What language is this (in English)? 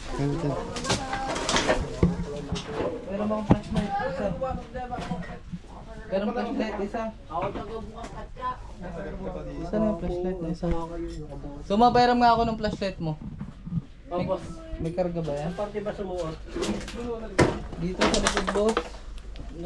Filipino